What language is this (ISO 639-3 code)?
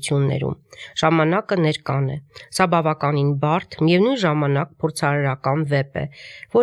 hye